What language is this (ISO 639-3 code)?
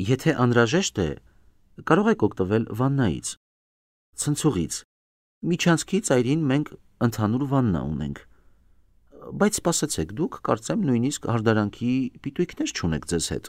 hye